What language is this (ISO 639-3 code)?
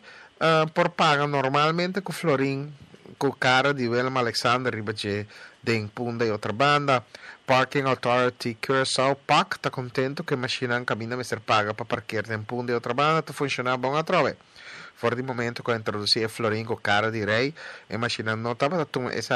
pap